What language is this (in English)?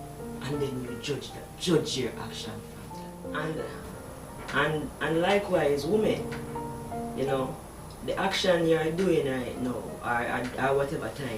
Jamaican Creole English